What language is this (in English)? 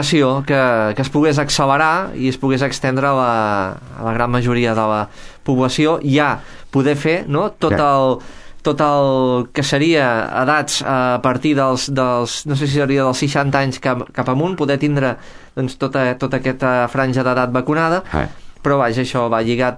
Catalan